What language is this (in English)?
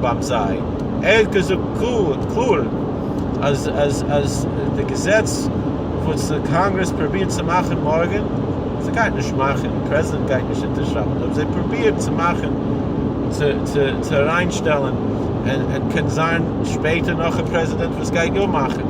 Yiddish